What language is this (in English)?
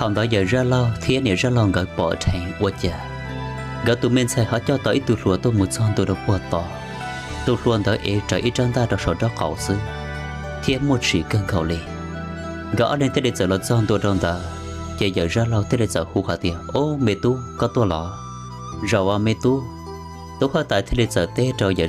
Hmong